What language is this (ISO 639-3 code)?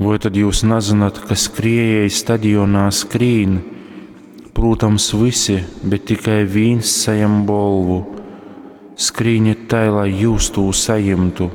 ltg